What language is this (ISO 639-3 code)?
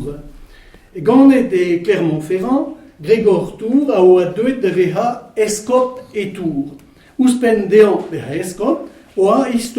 bre